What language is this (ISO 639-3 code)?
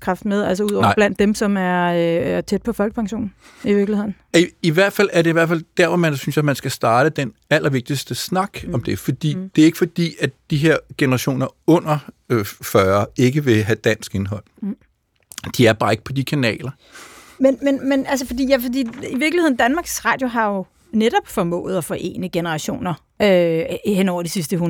dan